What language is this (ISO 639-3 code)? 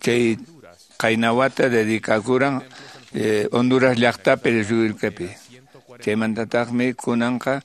que